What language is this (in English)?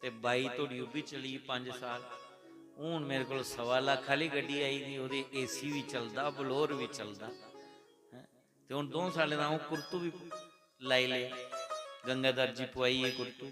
Dogri